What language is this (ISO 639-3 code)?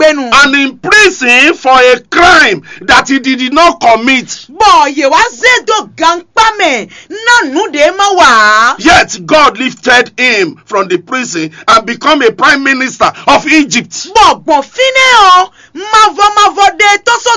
fon